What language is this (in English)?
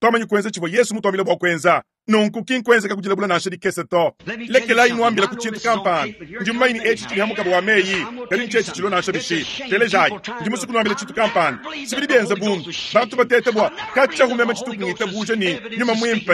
Luba-Lulua